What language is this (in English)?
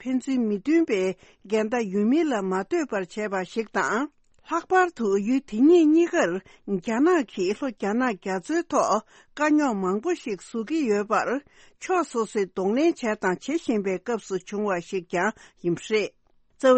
Tibetan